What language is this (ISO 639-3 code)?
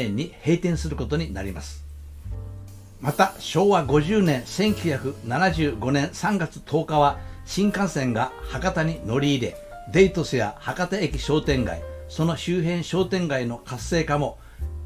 jpn